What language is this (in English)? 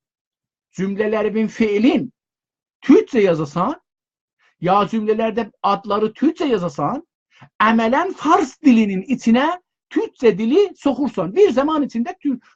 South Azerbaijani